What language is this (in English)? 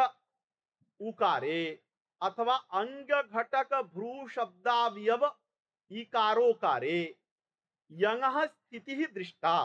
Sanskrit